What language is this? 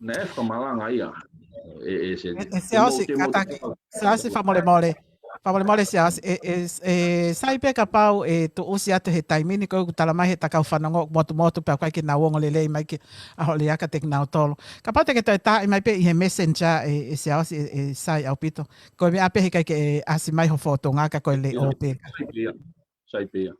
Tongan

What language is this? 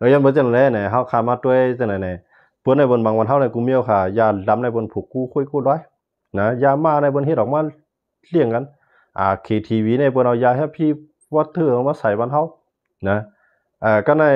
Shan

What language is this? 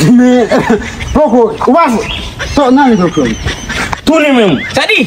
Haitian Creole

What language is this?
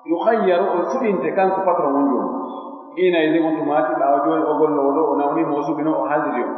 Pular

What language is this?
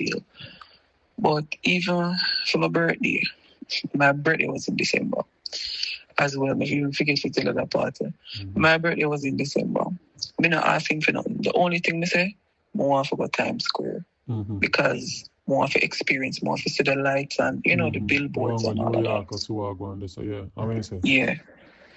Jamaican Creole English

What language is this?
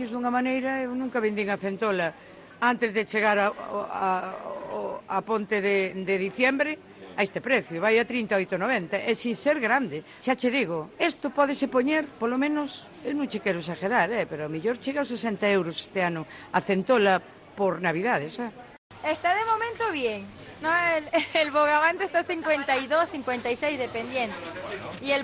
Galician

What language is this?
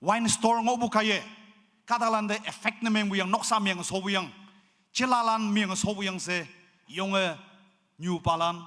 Naga Pidgin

